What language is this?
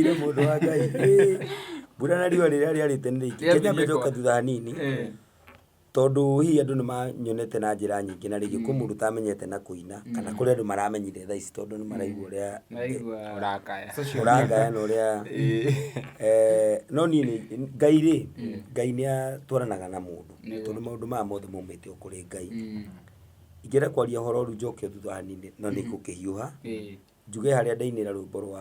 Kikuyu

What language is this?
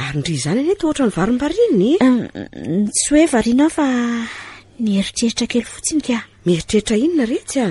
Malagasy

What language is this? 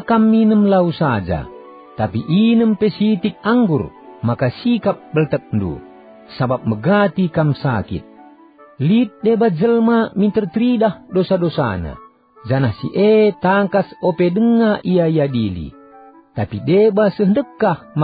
Batak Karo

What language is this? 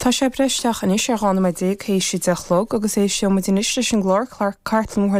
Irish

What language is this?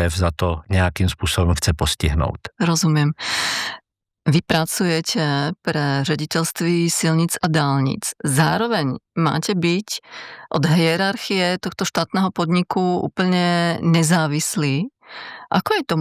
Czech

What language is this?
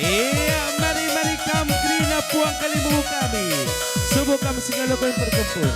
Batak Karo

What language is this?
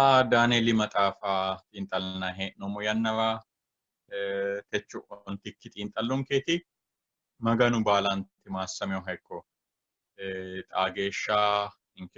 Sidamo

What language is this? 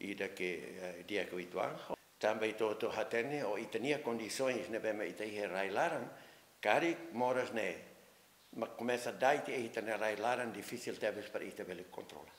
Tetum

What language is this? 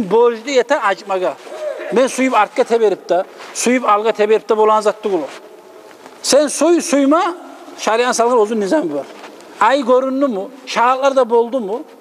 Kumyk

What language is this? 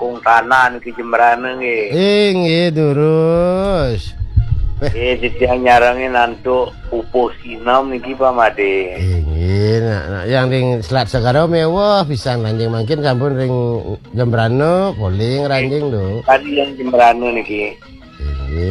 Balinese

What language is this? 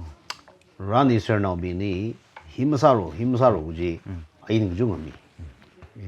Tangkhul Naga (India)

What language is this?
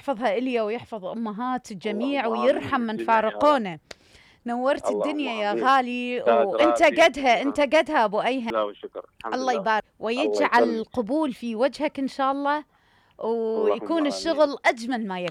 Mesopotamian Arabic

